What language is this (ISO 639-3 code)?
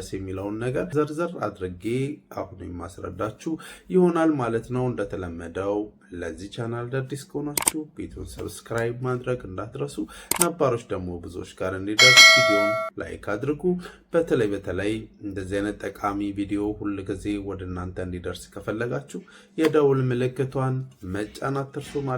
amh